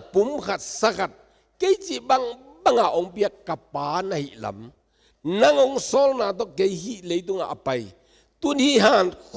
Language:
Tedim Chin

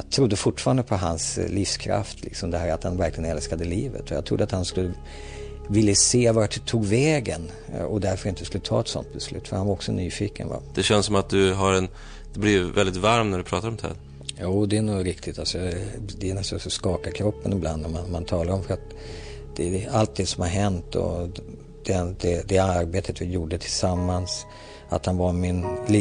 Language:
Swedish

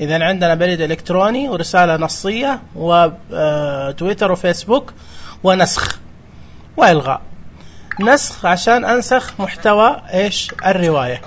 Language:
Najdi Arabic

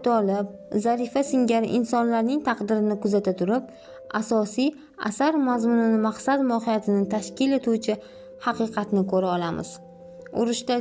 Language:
Uzbek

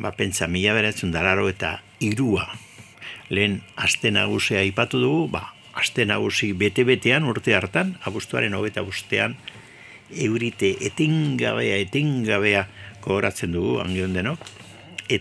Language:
Basque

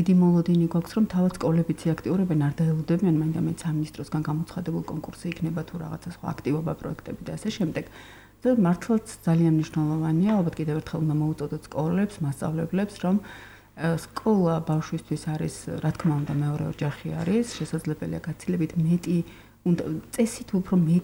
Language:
Georgian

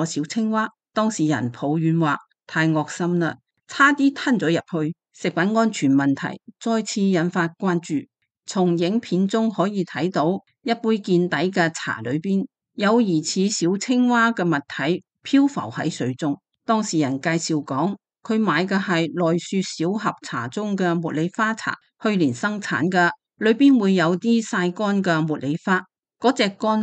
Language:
Cantonese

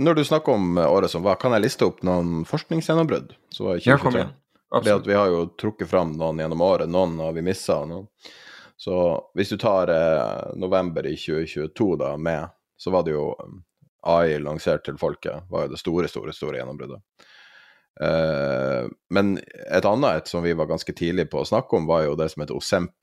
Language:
Norwegian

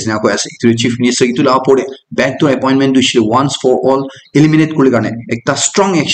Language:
Naga Pidgin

